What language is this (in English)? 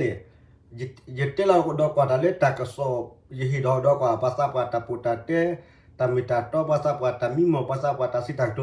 S'gaw Karen